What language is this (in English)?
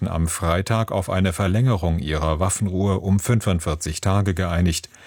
German